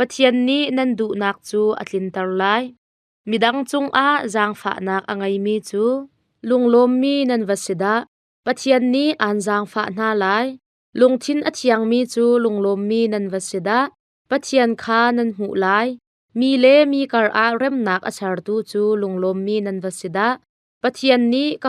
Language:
Hakha Chin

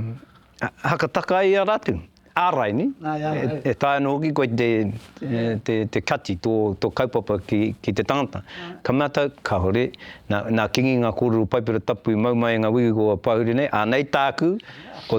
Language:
Māori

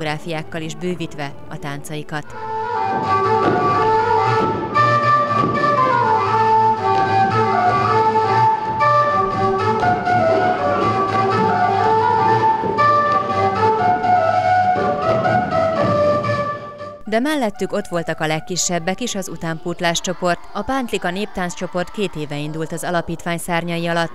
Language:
Hungarian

